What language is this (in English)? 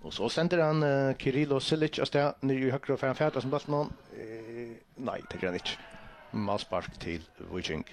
Faroese